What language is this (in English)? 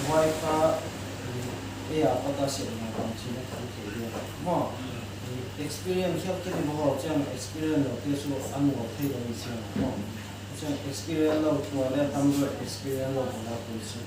Paite Chin